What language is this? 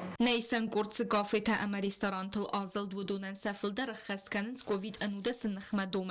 Ossetic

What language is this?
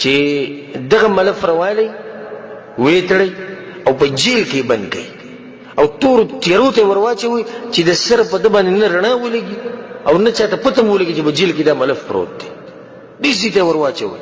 Pashto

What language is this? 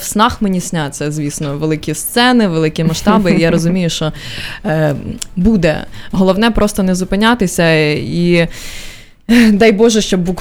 Ukrainian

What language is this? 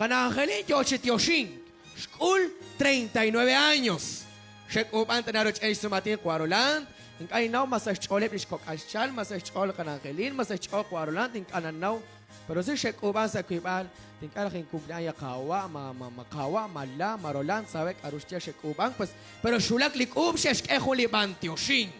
Kekchí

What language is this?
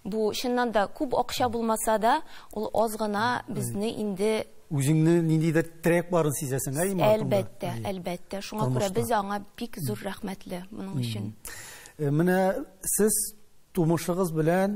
Tatar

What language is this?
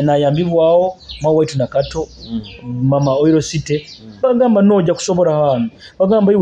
Nyoro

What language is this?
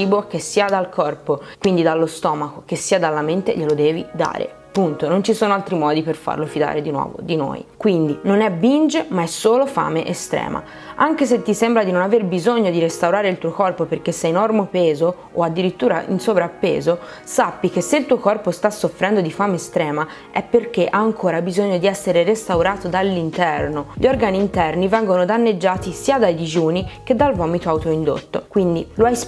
Italian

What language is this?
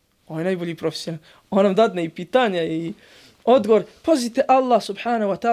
Bosnian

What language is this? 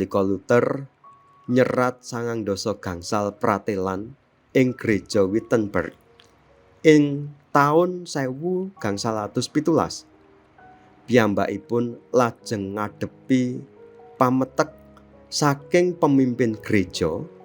Javanese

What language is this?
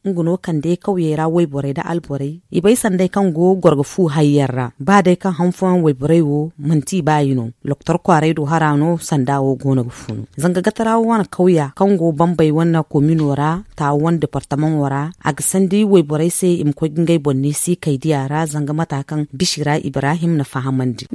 Zarma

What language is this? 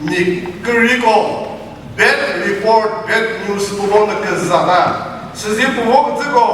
Chokri Naga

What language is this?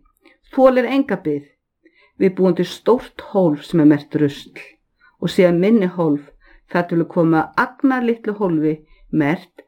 Icelandic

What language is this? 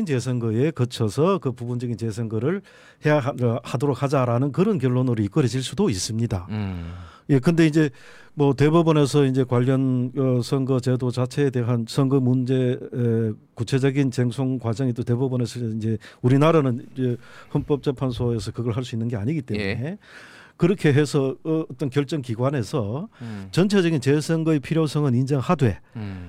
Korean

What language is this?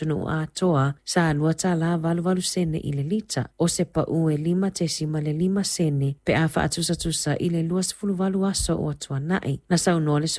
Samoan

